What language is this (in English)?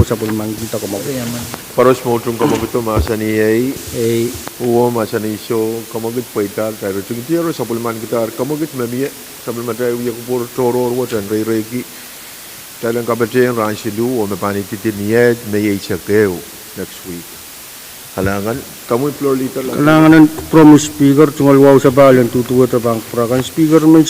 Pohnpeian